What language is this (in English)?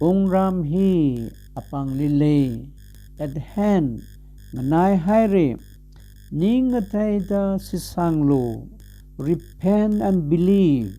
Tangkhul Naga (India)